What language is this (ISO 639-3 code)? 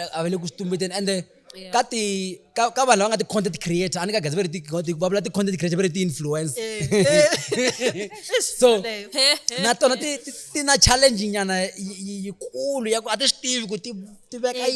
tso